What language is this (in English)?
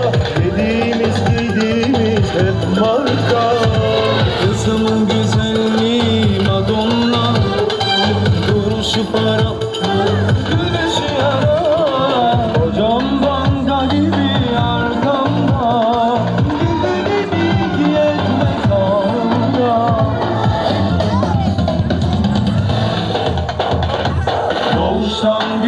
Turkish